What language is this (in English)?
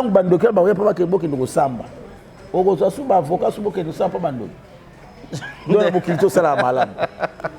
Lingala